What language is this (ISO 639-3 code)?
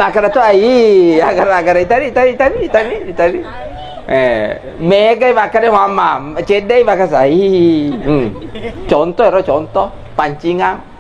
bug